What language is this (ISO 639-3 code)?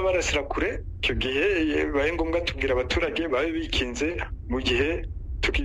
kin